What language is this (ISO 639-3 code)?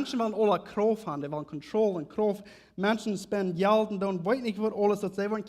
pdt